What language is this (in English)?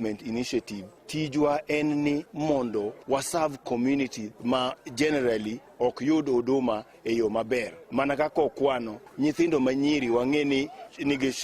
Luo (Kenya and Tanzania)